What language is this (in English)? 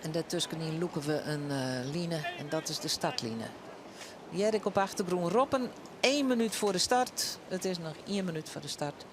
Western Frisian